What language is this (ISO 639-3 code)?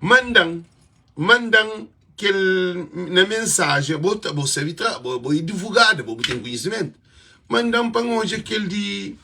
kea